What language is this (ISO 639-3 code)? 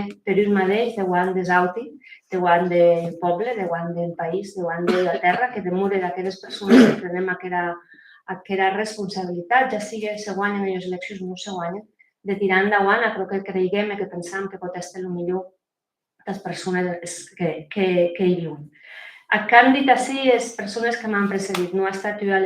oci